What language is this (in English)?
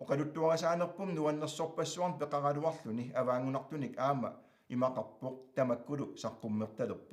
Kalaallisut